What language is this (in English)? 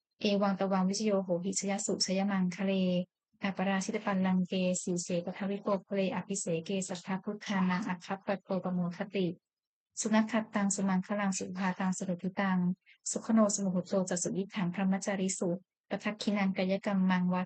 Pali